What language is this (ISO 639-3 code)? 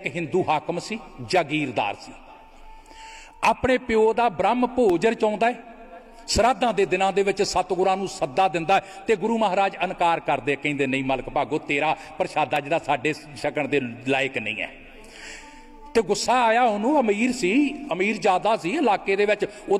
pan